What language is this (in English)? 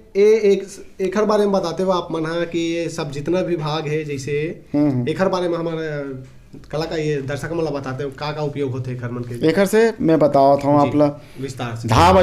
Chhattisgarhi